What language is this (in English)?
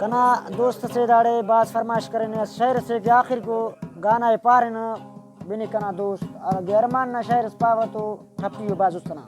Brahui